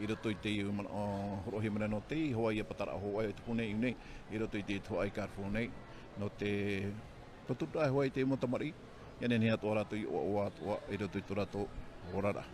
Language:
Tahitian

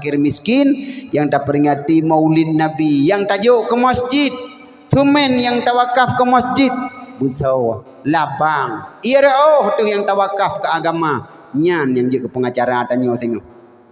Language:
Achinese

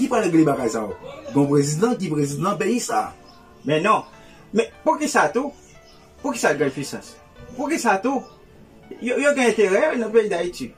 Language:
Haitian Creole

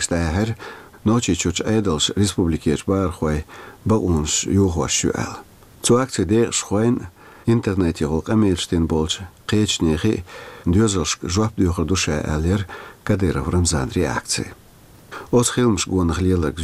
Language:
Chechen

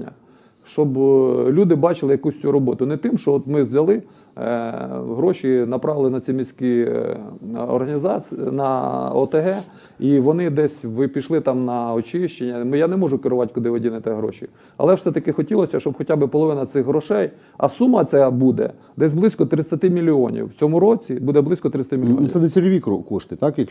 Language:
Ukrainian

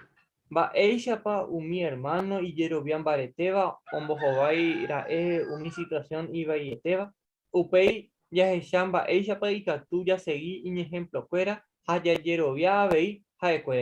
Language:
Guarani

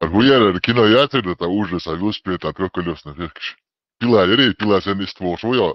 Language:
Chechen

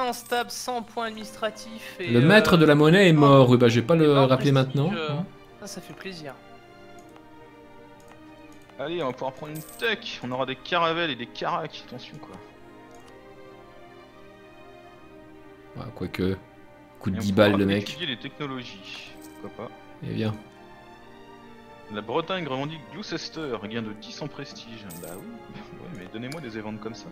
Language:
French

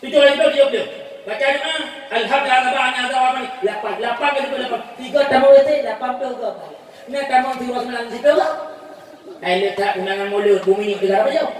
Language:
Achinese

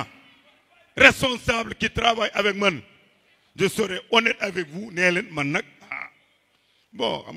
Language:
Wolof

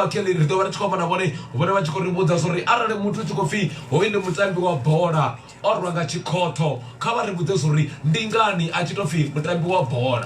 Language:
Venda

